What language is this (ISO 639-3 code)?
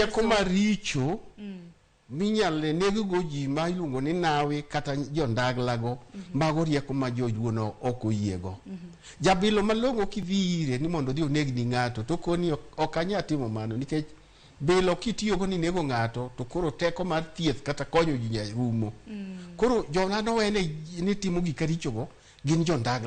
luo